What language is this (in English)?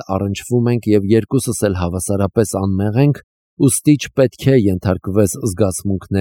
Armenian